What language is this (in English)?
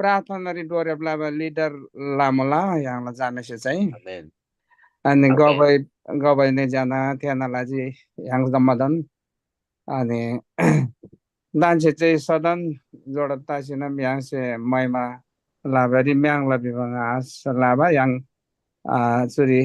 Eastern Tamang